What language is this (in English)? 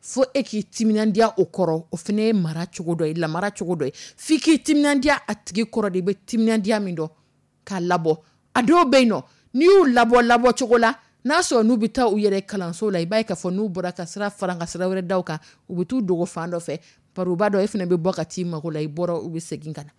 Dyula